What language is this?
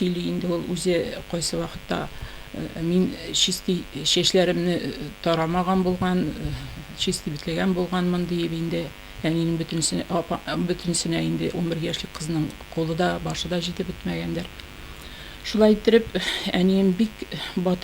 Tatar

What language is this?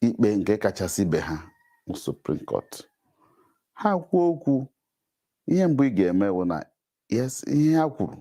Igbo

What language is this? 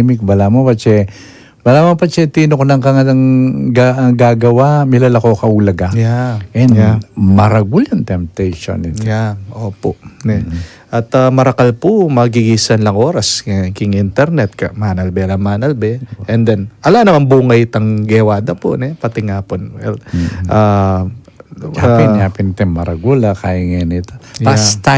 Pampanga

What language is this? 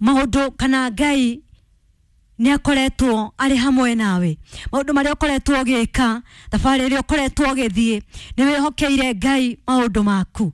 Kikuyu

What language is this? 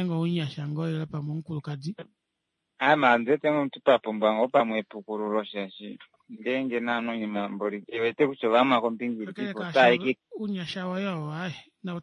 Kuanyama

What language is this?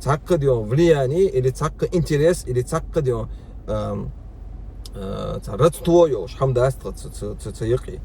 Chechen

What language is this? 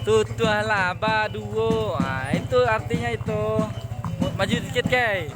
Minangkabau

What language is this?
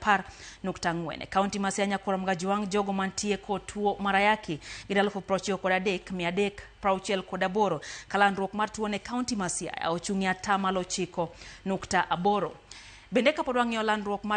Luo (Kenya and Tanzania)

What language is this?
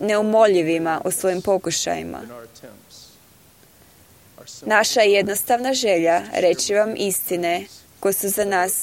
Croatian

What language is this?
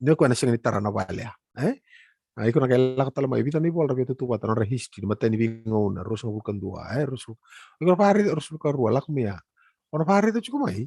Fijian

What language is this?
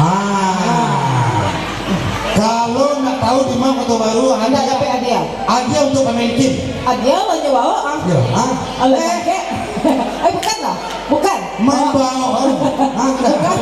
Minangkabau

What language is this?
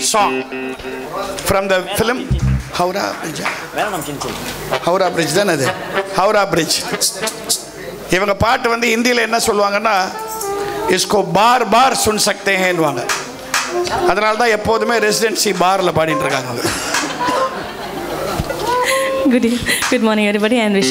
Tamil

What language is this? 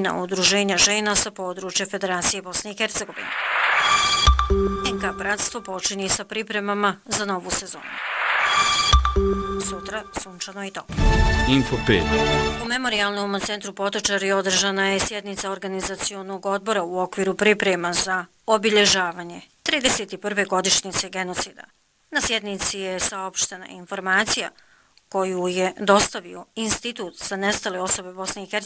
Bosnian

